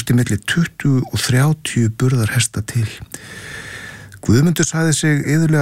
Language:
Icelandic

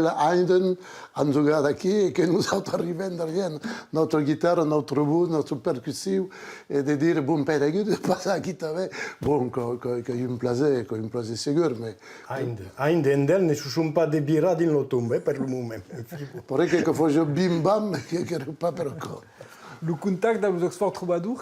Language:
Occitan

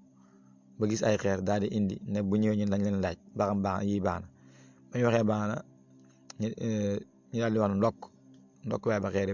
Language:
Wolof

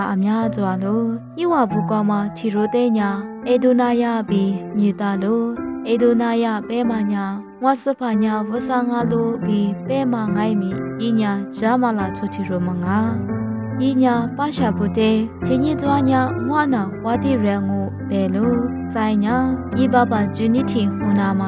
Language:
Lisu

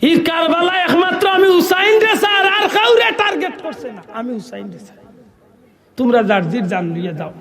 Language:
Sylheti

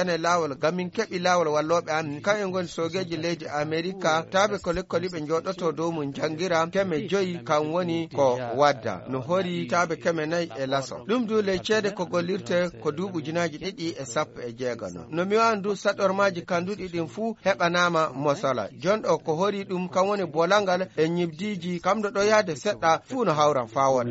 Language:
Nigerian Fulfulde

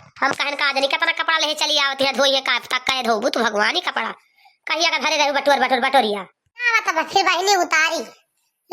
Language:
Awadhi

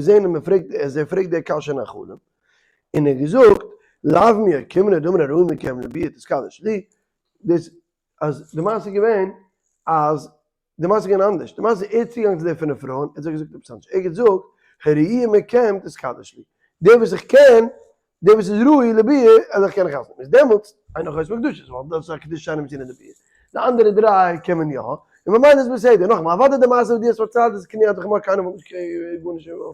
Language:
Yiddish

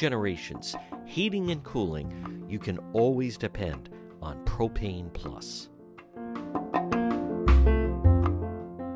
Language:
English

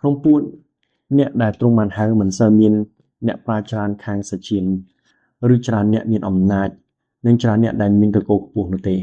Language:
Khmer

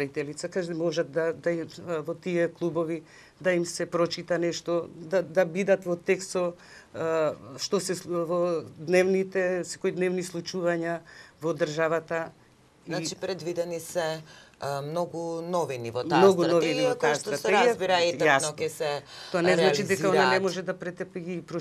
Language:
Macedonian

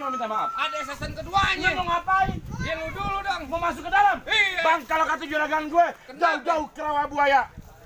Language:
Betawi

